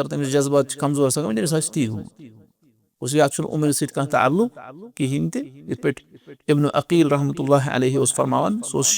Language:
Kashmiri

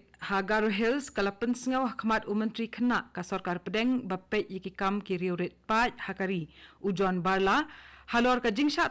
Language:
Khasi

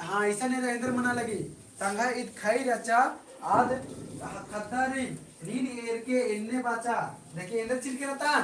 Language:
Kurukh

